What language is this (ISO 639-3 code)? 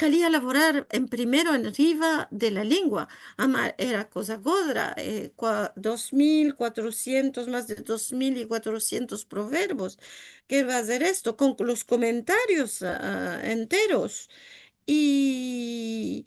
lad